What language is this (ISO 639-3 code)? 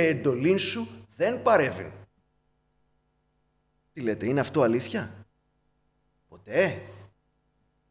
ell